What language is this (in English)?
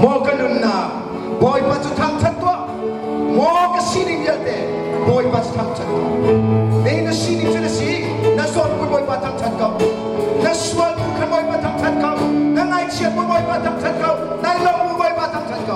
Hakha Chin